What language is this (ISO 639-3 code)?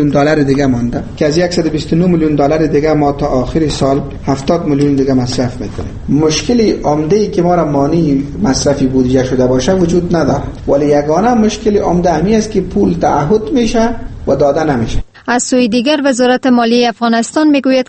fas